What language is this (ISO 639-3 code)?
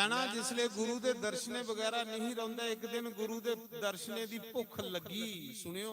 doi